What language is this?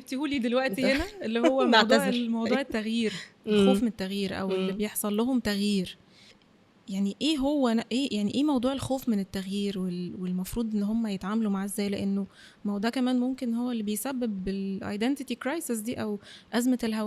Egyptian Arabic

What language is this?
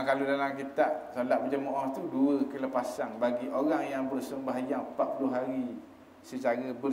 Malay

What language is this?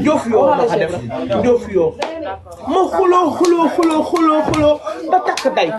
Wolof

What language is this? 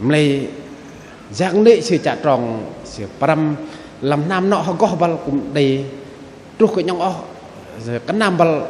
Bahnar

